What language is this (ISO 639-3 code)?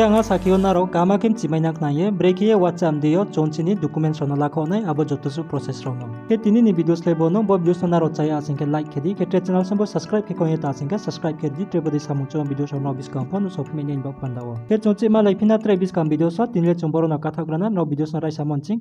ria